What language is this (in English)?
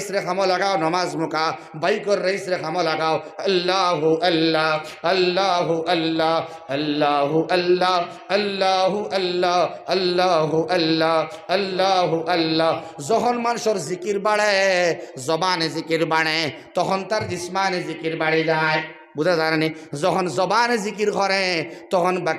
Sylheti